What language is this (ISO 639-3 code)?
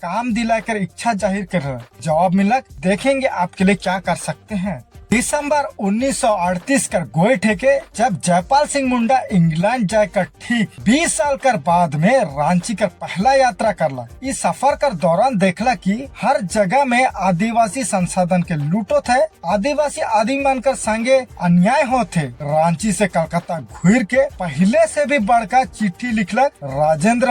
sck